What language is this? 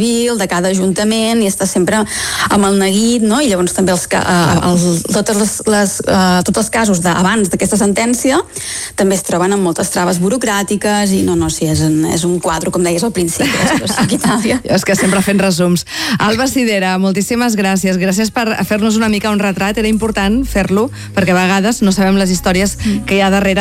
Catalan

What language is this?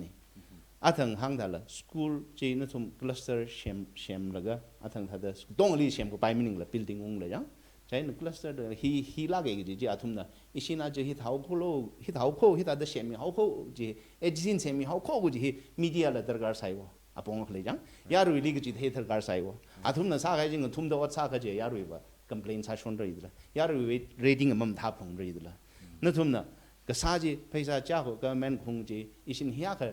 Tangkhul Naga (India)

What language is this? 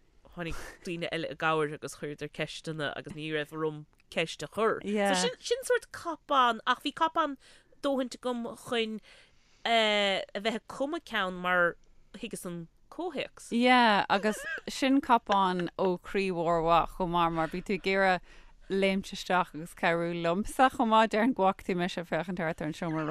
Irish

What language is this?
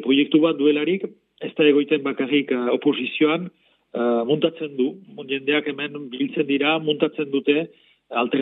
Basque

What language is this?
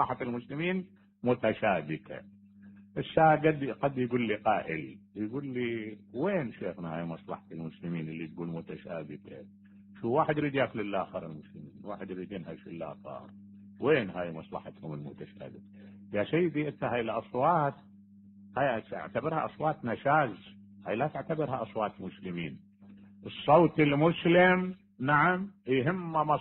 Mesopotamian Arabic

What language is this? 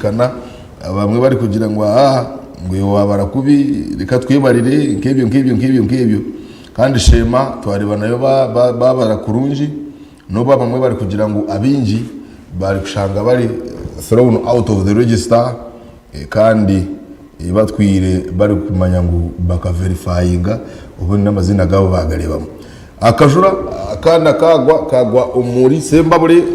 Nyankole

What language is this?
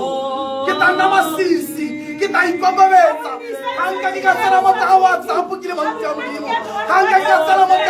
Tswana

